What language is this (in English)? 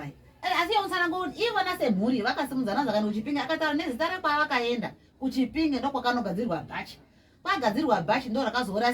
Shona